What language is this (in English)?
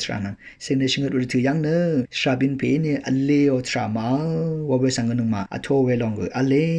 Rawang